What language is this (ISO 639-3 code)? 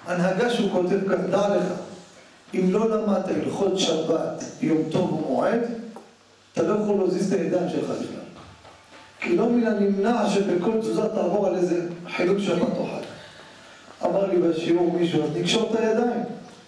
heb